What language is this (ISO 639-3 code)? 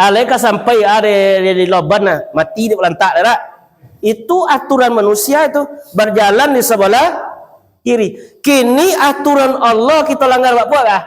min